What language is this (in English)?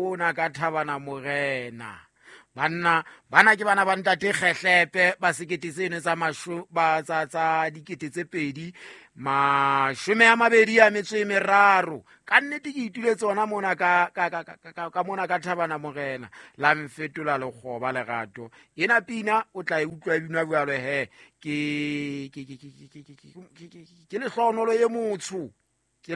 Southern Sotho